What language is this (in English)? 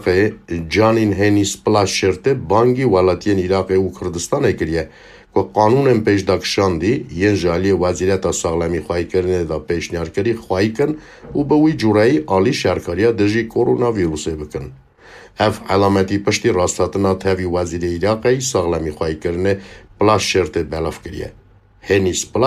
Kurdish